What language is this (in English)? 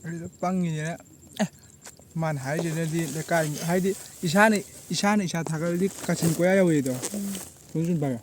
Manipuri